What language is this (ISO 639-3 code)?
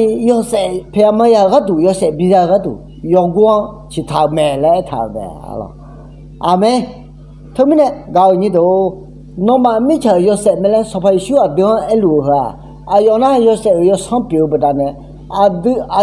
ahk